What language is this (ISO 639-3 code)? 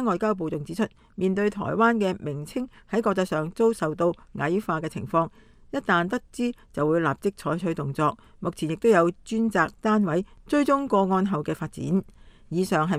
yue